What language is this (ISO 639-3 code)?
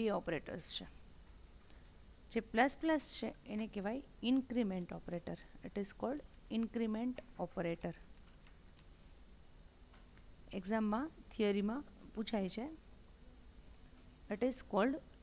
guj